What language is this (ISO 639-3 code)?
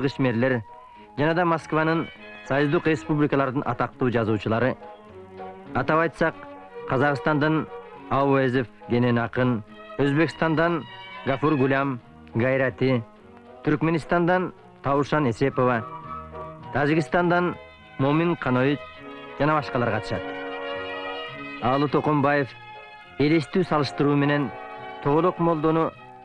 kir